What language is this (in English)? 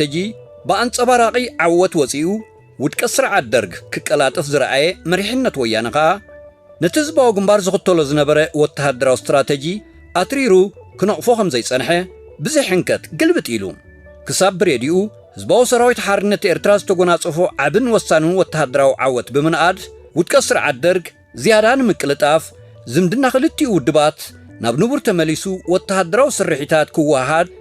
Tigrinya